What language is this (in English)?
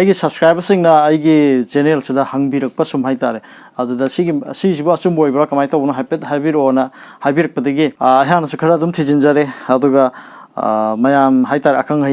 Manipuri